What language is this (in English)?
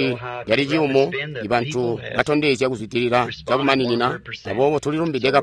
Tonga (Zambia)